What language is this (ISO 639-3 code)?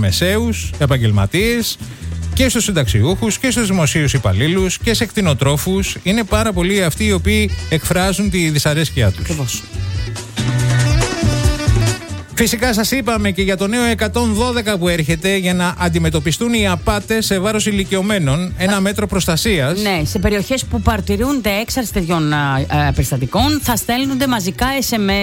ell